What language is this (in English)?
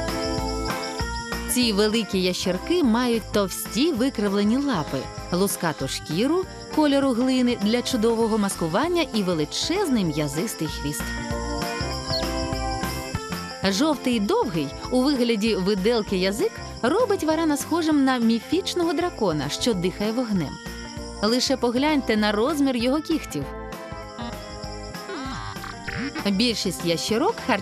Ukrainian